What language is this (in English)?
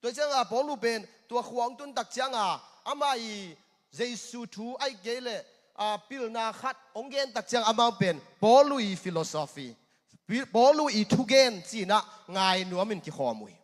Tedim Chin